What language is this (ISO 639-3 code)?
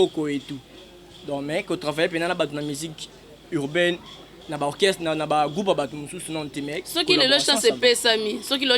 lin